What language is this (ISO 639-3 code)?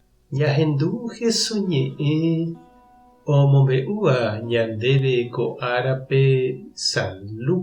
grn